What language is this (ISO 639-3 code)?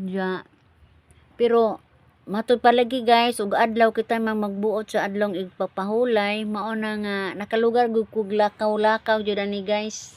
ceb